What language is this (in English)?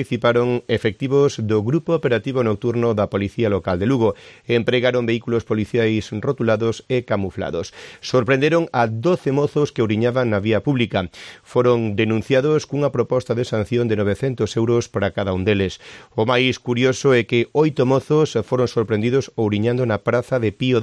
Galician